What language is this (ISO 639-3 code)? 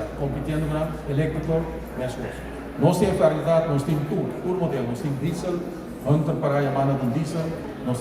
pap